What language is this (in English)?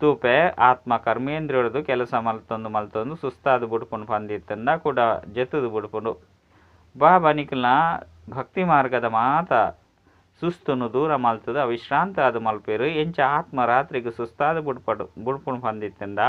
Tulu